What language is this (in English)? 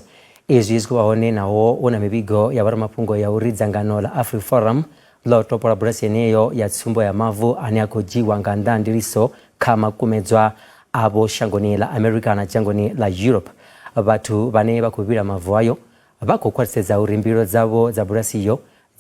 Venda